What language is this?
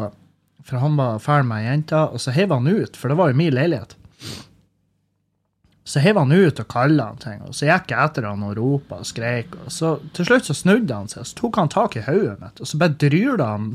Norwegian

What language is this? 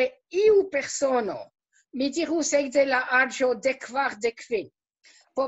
Esperanto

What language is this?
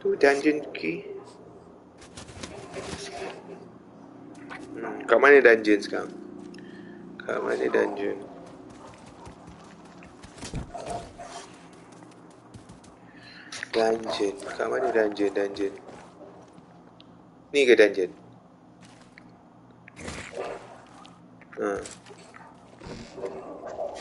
Malay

